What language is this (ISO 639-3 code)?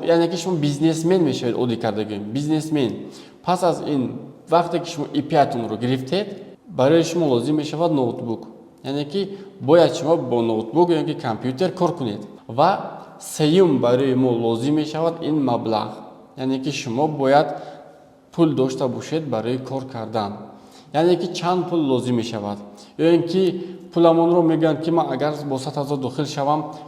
tgk